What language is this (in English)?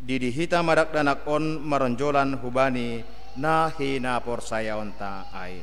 Batak Simalungun